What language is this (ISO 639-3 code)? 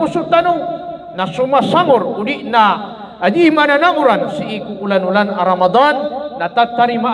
mrw